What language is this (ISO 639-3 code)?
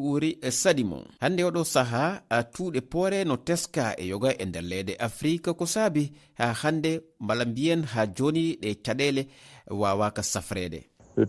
fuv